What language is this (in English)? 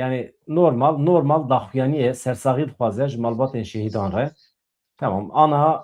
Kurdish